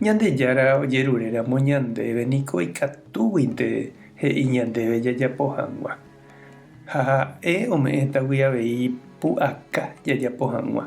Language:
Guarani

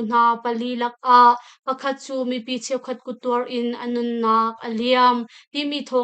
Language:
Hakha Chin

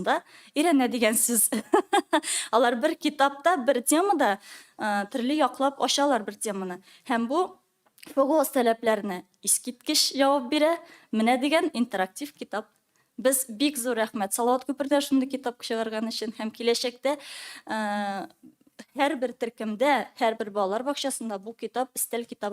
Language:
Tatar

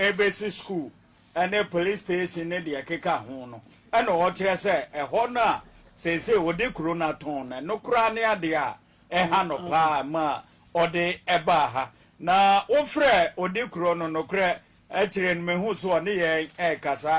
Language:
Akan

